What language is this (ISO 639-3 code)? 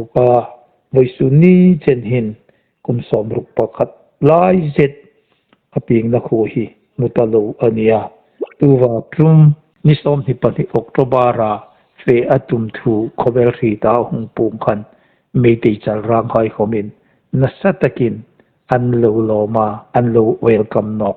hmr